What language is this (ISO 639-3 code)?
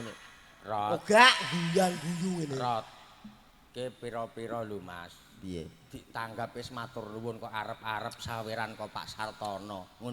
jav